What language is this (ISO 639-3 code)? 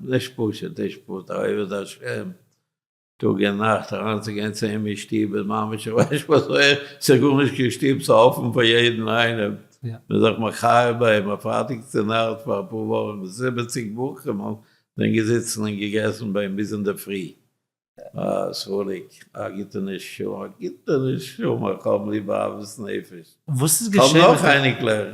yid